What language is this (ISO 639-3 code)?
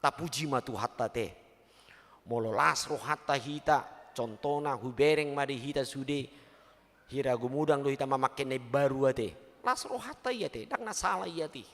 bbc